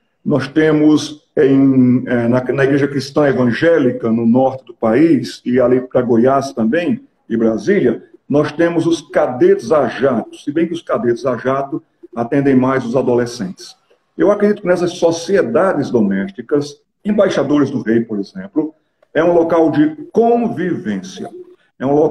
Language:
Portuguese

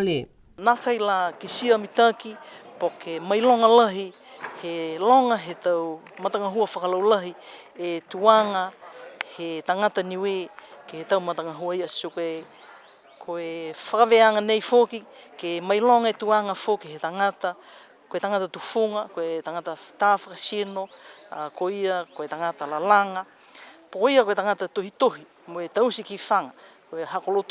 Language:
Niuean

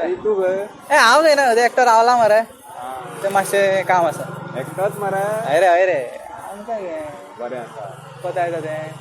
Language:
Konkani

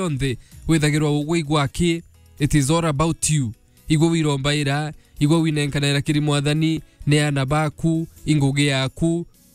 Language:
Meru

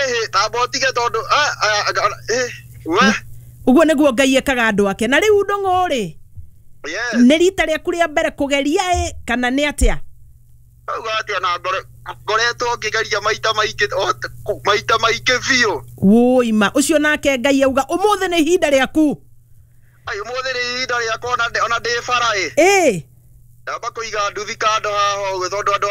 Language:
Kikuyu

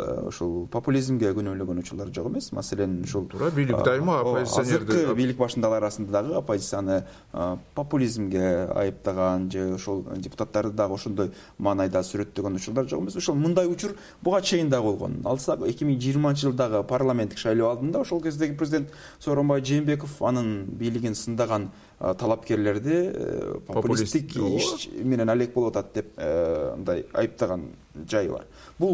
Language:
Kyrgyz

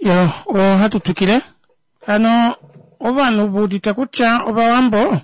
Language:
Kuanyama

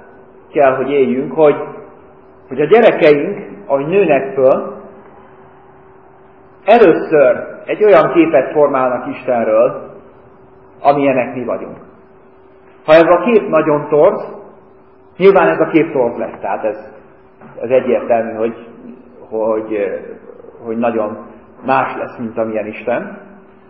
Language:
Hungarian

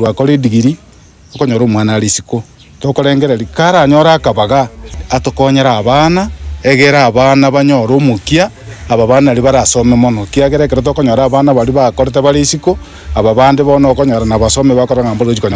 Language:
Gusii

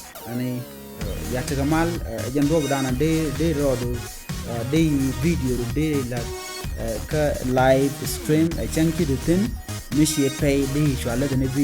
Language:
Nuer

